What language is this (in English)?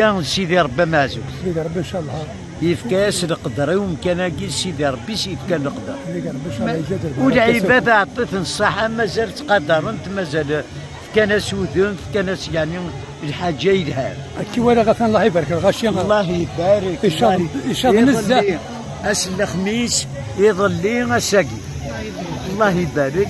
Kabyle